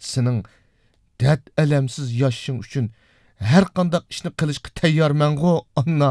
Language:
Uyghur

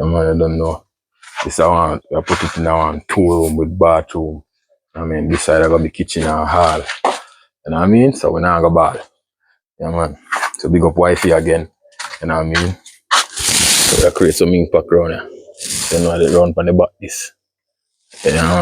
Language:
Jamaican Creole English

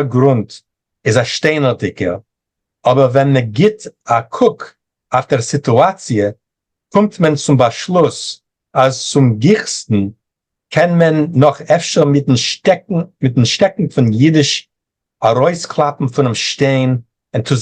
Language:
Yiddish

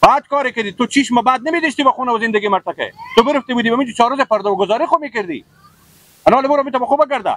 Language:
Persian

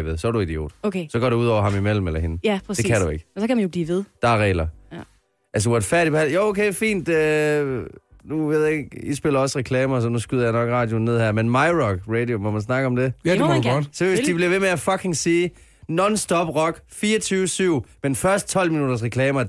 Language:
Danish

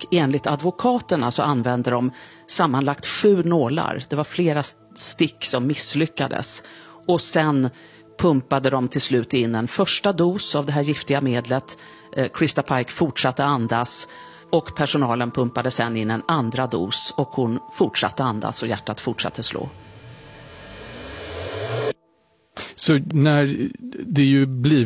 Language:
Swedish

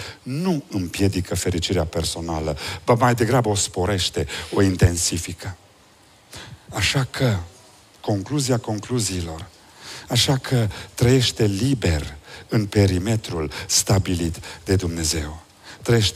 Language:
Romanian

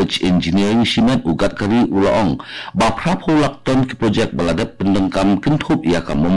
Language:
Khasi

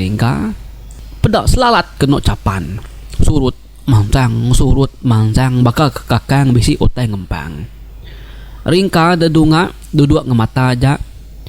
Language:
Iban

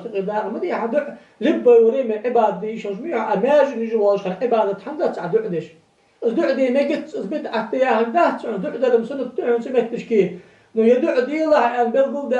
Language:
Ingush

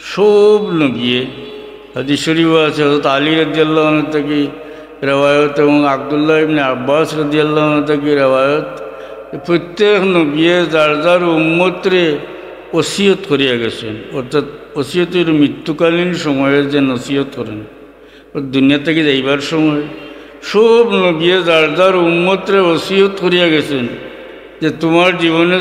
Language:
Sylheti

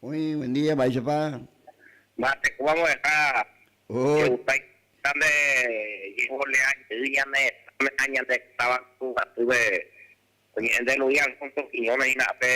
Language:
Guarani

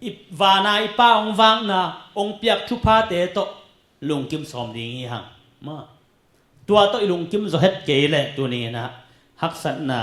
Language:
Tedim Chin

